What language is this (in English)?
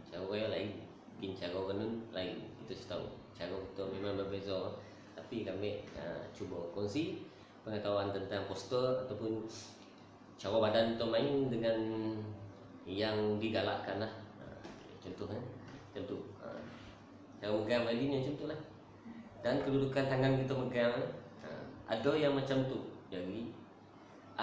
Malay